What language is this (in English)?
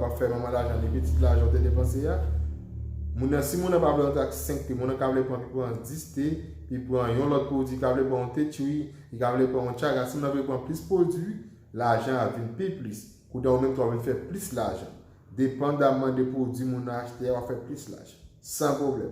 Haitian Creole